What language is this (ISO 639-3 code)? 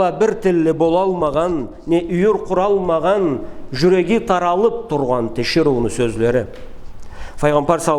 krc